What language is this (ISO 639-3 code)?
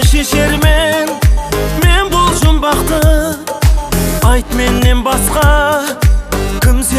kaa